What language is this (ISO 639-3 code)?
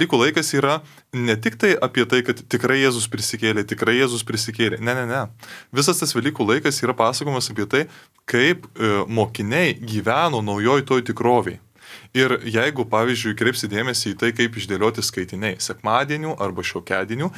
lit